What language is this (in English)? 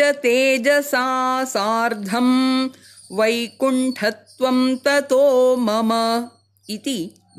Sanskrit